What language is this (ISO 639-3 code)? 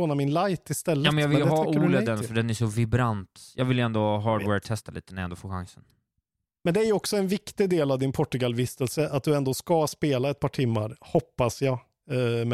swe